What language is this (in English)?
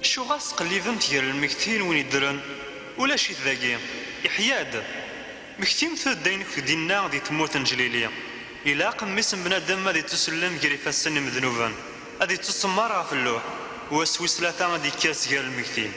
Kabyle